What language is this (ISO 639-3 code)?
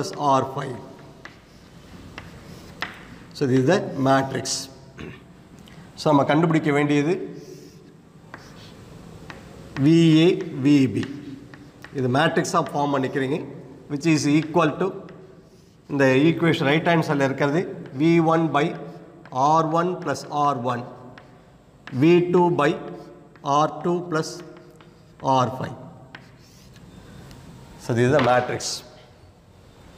tam